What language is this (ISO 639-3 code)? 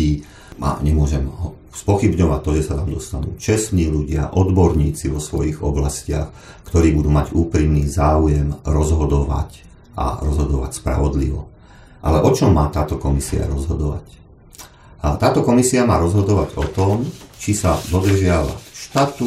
slk